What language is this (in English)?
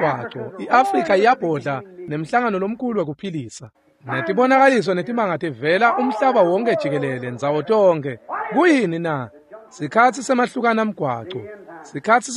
Swati